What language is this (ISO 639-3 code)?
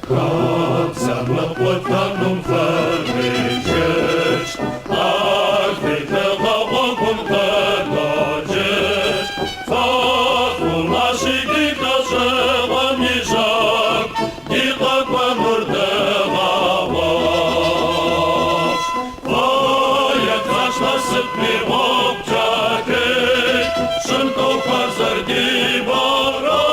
kbd